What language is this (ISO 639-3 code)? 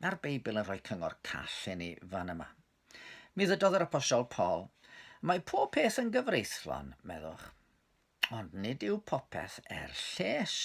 cym